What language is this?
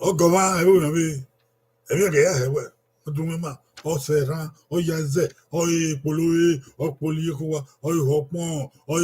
Bini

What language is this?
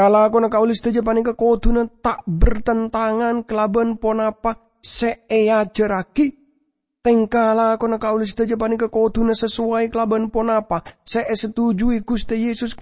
Madurese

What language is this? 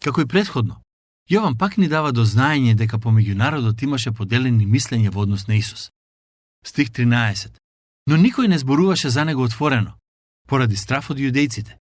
Macedonian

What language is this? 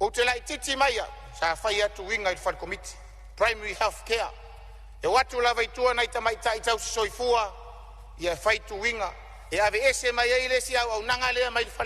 Samoan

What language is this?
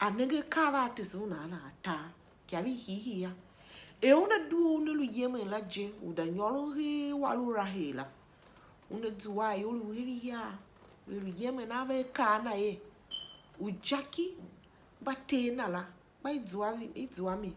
Tiv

